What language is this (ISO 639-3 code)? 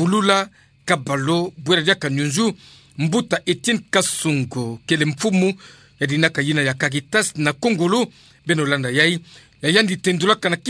ktu